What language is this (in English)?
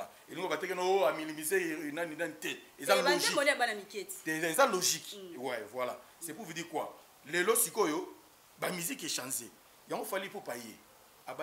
Lingala